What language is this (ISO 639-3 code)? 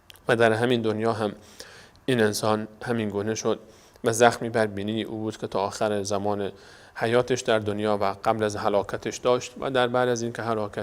fas